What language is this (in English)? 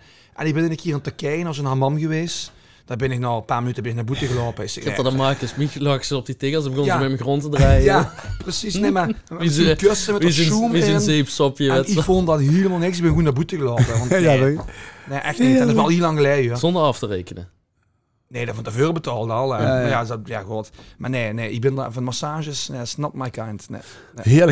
Limburgish